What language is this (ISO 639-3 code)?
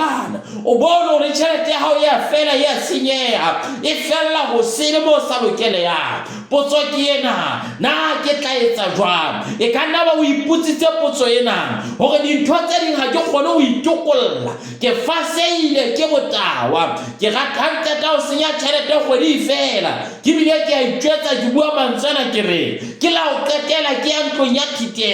sot